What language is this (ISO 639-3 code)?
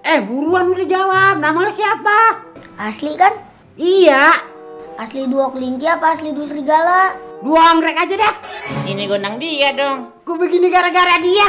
bew